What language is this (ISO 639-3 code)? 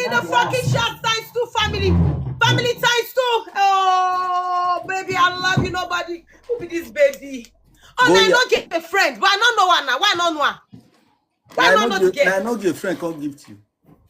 pcm